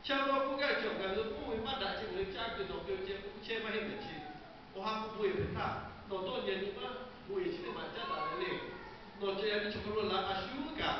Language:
Lahu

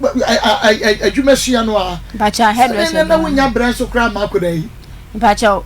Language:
Akan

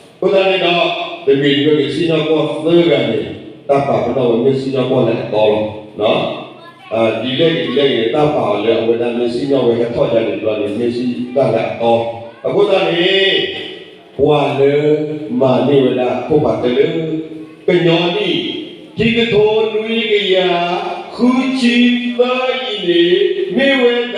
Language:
S'gaw Karen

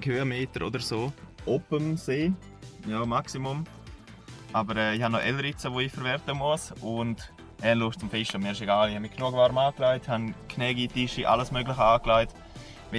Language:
Swiss German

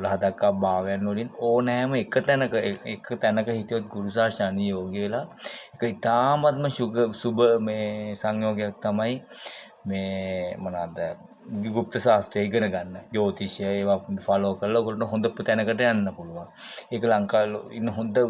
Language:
Sinhala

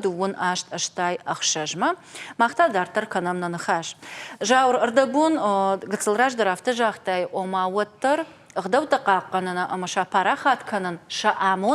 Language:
Ossetic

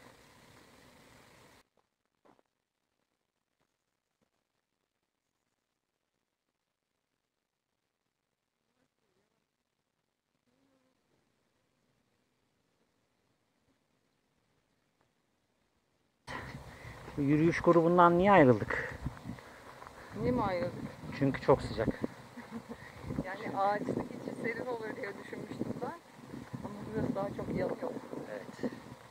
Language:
Turkish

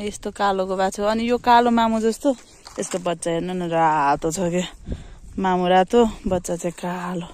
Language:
Nepali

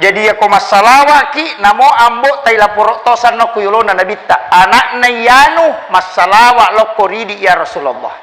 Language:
Buginese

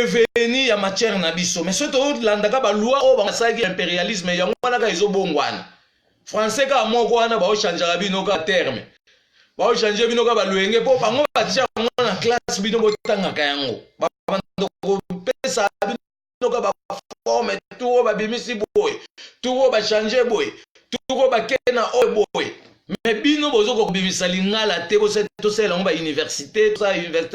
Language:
Lingala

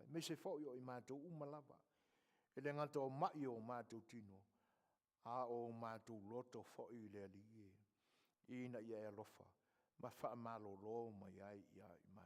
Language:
Samoan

